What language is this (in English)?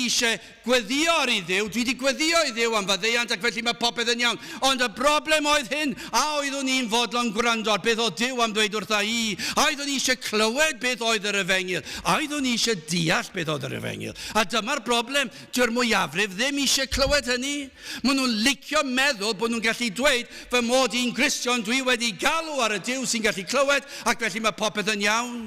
Welsh